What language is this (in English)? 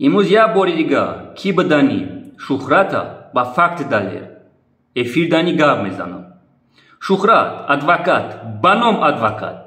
Tajik